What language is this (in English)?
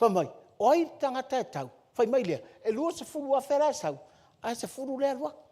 Samoan